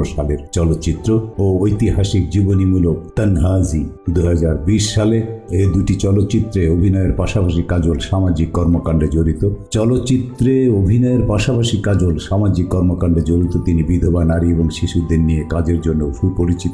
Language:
Bangla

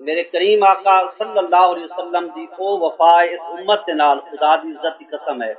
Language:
Saraiki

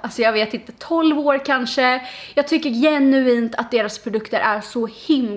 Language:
Swedish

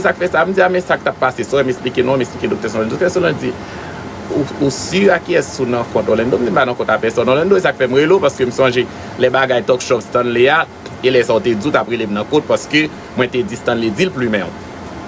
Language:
Haitian Creole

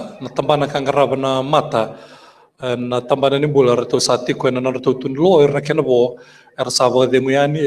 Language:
Fijian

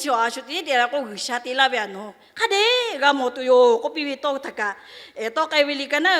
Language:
Lahu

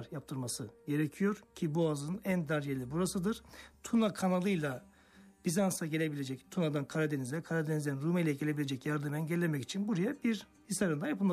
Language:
Turkish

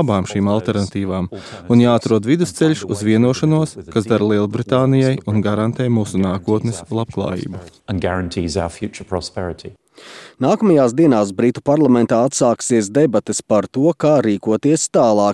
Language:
Latvian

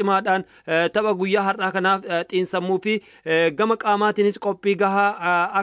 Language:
Oromo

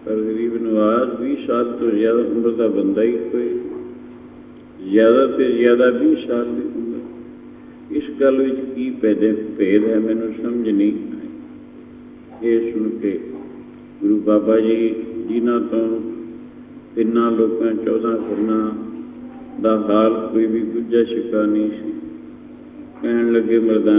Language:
Punjabi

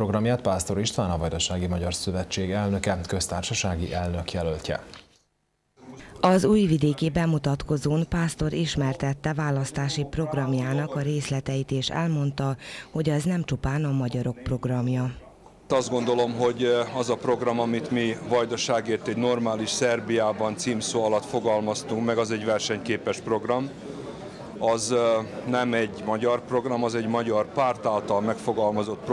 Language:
Hungarian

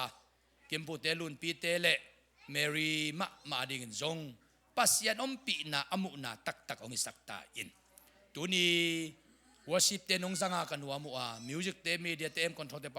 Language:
Tedim Chin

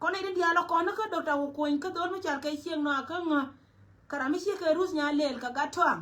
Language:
Nuer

